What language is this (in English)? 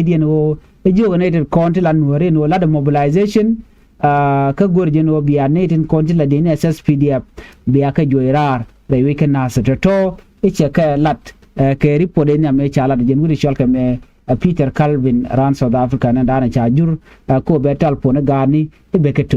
Nuer